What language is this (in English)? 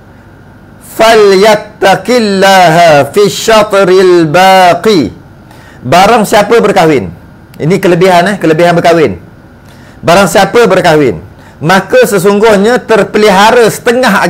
Malay